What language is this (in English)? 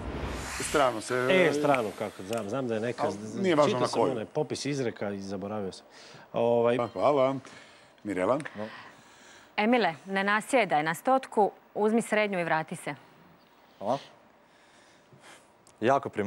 Croatian